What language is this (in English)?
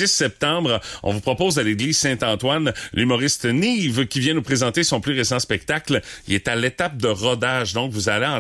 French